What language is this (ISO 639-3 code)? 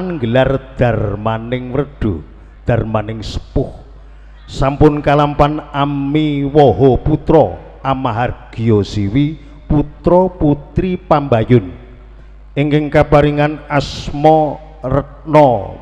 jav